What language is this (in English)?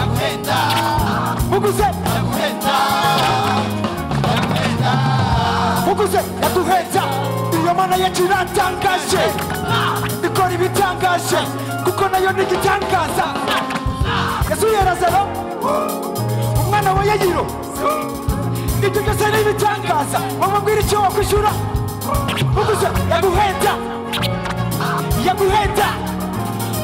Kinyarwanda